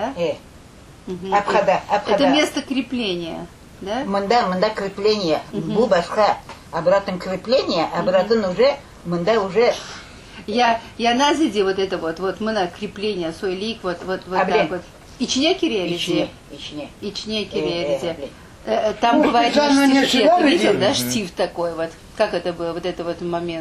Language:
Crimean Tatar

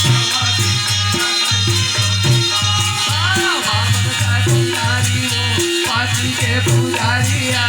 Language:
Chhattisgarhi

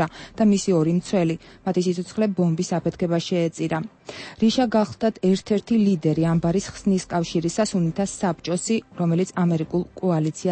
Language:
Georgian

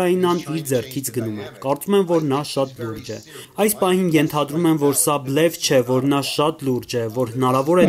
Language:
Armenian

